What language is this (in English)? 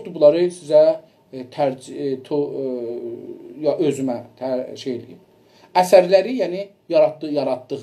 South Azerbaijani